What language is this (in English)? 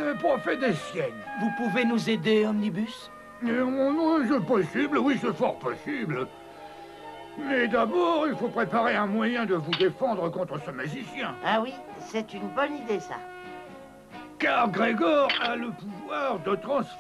French